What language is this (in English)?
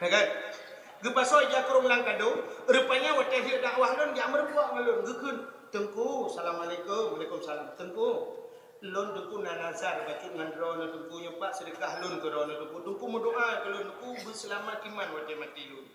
Achinese